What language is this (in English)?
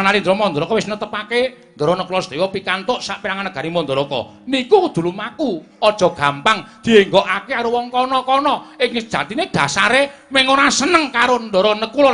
Javanese